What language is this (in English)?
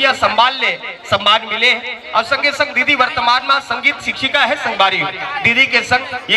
Chhattisgarhi